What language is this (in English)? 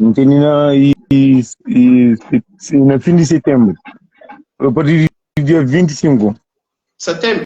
Kabuverdianu